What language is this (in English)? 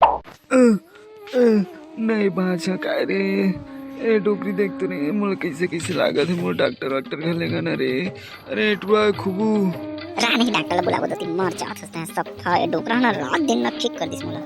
Chhattisgarhi